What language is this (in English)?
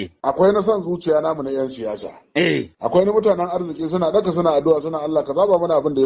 Hausa